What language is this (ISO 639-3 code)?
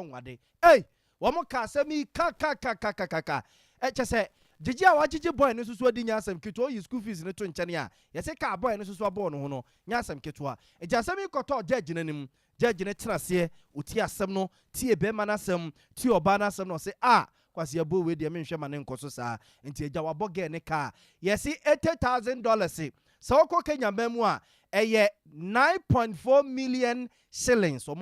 aka